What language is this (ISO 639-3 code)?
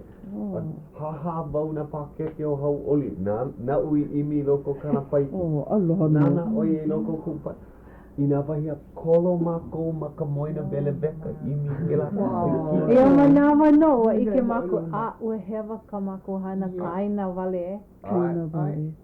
haw